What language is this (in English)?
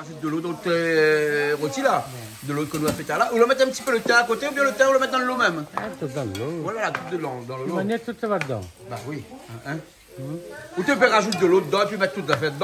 Réunion Creole French